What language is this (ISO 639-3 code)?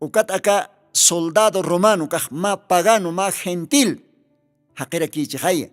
aym